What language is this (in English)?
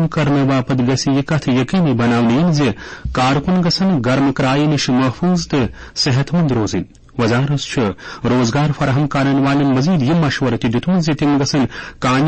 Kashmiri